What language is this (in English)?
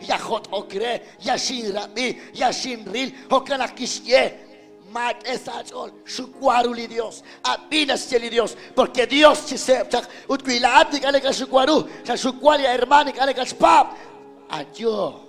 Kekchí